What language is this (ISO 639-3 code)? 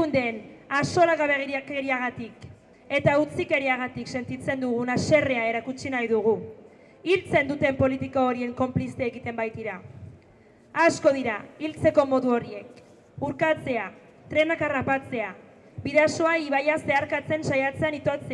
eus